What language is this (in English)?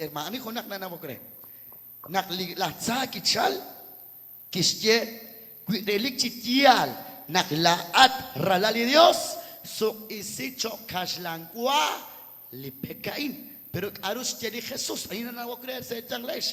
Kekchí